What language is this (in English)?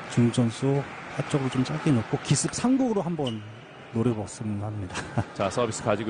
Korean